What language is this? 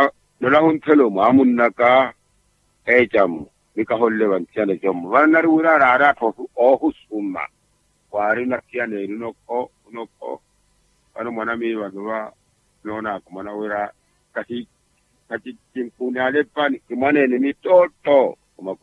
Makhuwa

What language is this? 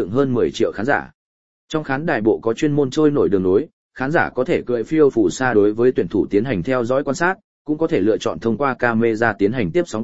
Vietnamese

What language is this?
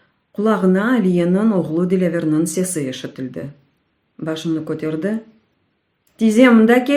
Crimean Tatar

